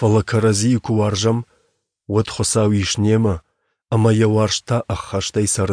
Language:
Ossetic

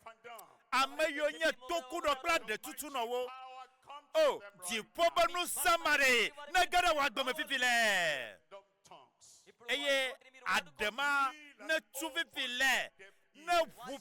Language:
Ewe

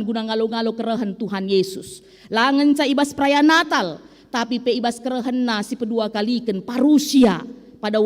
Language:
Batak Karo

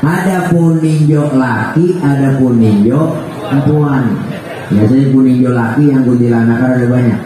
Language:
Betawi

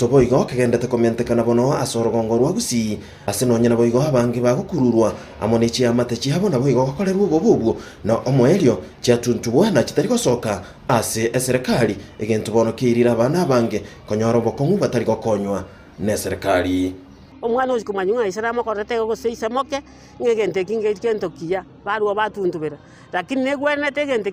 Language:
Gusii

